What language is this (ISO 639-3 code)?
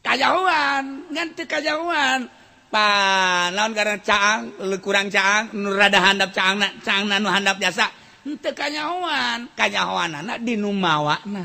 sun